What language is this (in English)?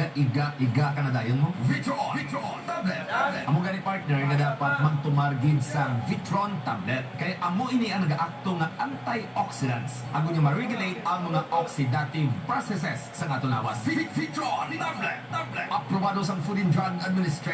Hiligaynon